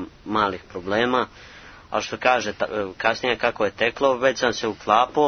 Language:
Serbian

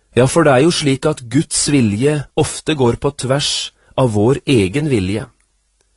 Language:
Norwegian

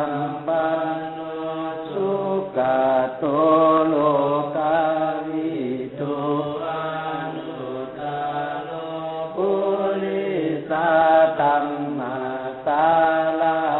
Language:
Pali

